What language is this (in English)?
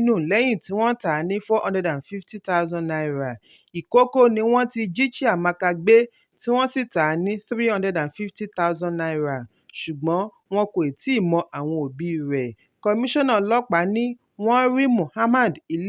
Yoruba